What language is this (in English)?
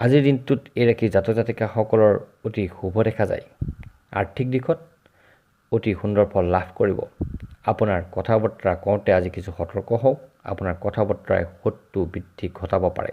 Assamese